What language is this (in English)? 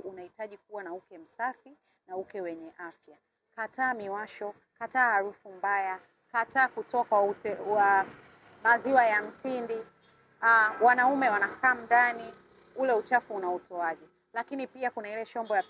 Swahili